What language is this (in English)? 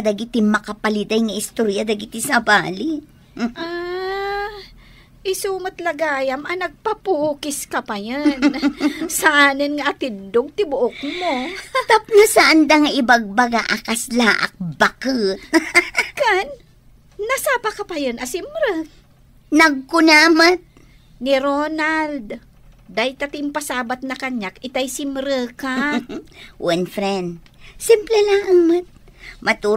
Iloko